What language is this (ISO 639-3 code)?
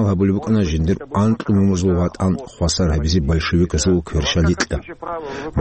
ava